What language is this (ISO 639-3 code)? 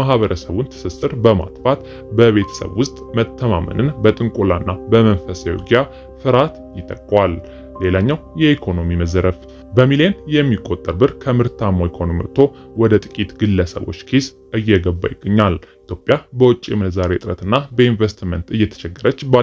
amh